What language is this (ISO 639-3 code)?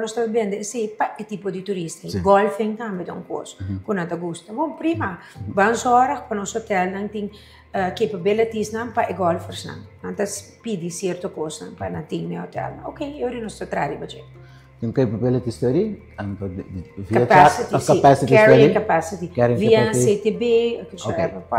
pap